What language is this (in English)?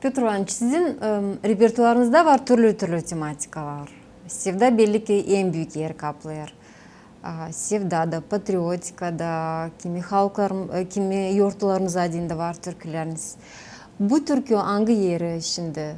Gagauz